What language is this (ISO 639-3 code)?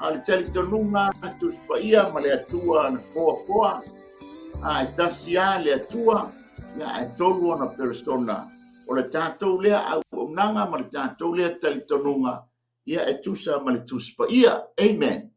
smo